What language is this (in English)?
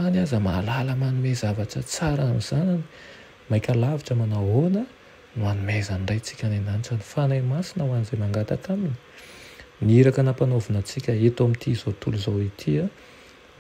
Malagasy